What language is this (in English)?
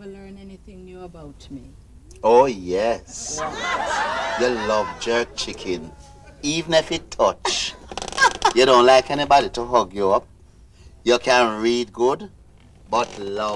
Jamaican Creole English